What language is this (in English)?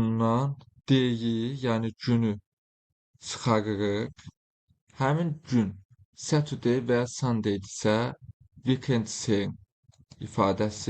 Azerbaijani